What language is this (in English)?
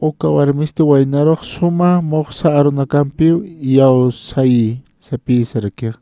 Aymara